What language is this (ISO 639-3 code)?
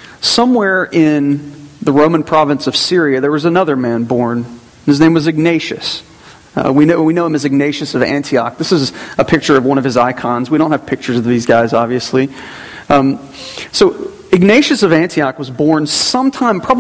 eng